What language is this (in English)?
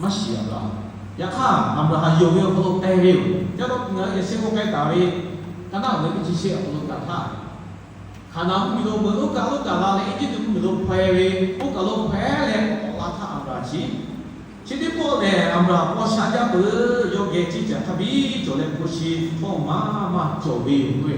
Lahu